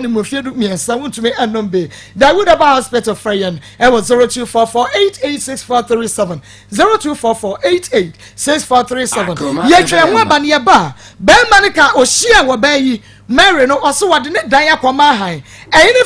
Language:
Akan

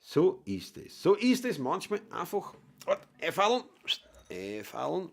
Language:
Bavarian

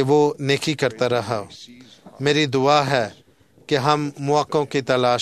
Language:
Urdu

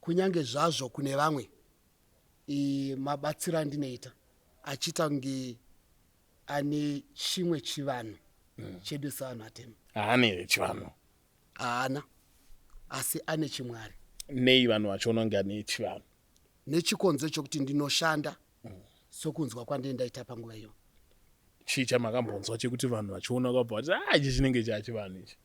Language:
Shona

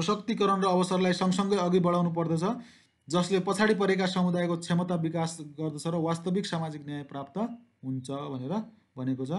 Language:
Nepali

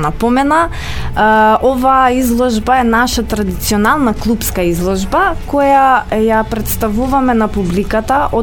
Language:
Macedonian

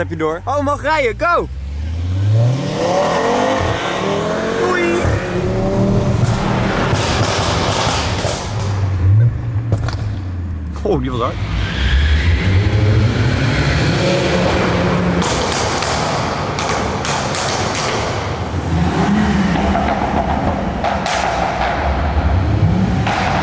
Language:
Dutch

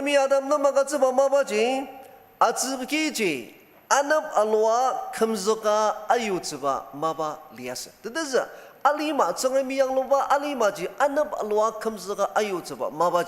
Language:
Ao Naga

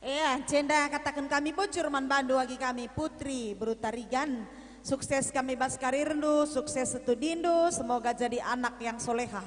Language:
Batak Karo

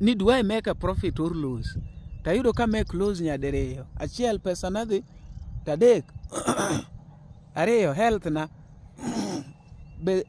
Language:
Luo (Kenya and Tanzania)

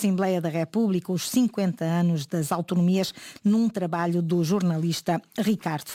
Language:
Portuguese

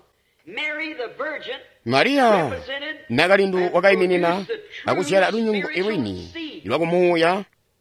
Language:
Tonga (Zambia)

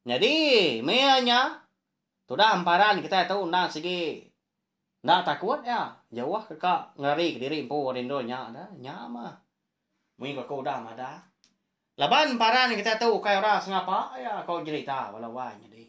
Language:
Iban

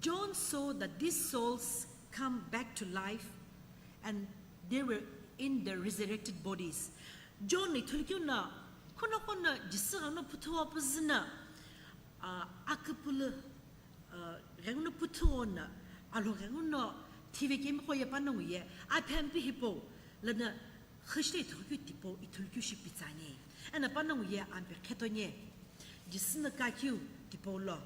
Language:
Sumi Naga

